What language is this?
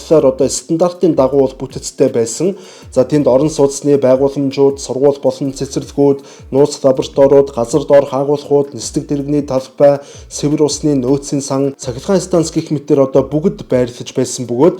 Mongolian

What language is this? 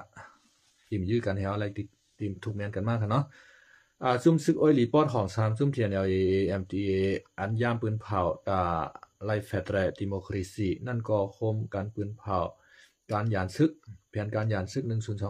Shan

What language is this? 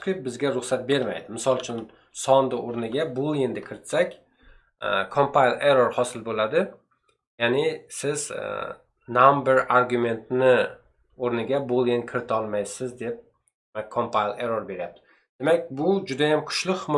Uzbek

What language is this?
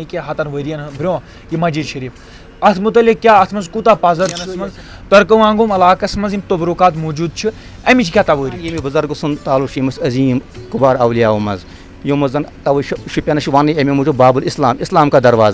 Kashmiri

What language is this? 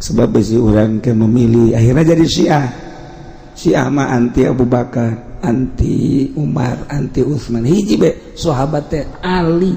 Sundanese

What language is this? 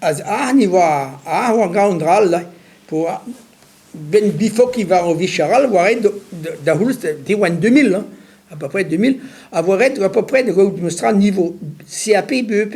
Breton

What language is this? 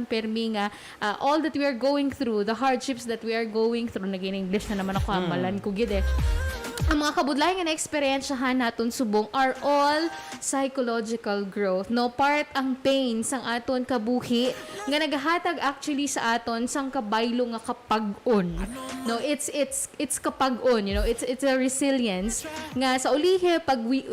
Hiligaynon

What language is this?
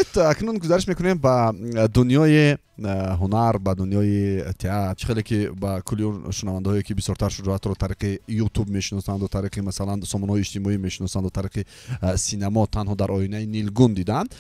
Tajik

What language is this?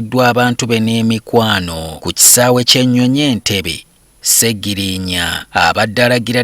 Ganda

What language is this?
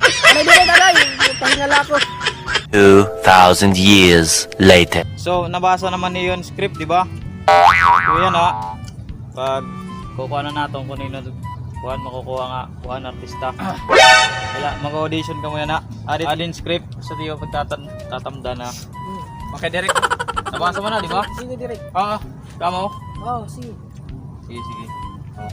Waray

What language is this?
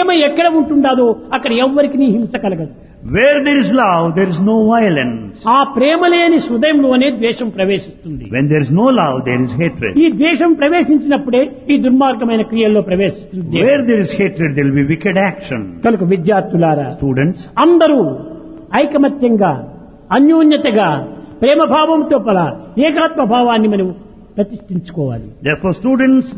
Telugu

